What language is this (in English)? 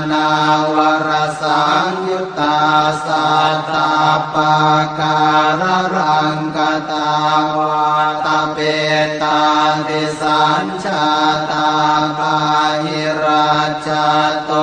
Pali